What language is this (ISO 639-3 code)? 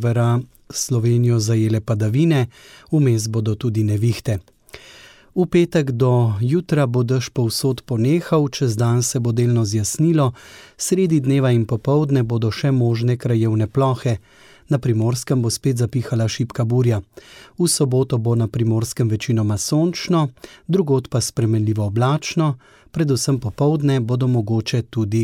slv